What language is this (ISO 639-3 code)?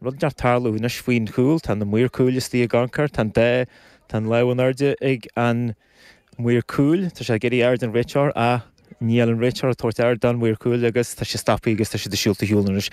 gle